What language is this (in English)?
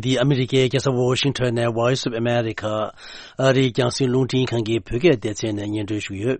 Tibetan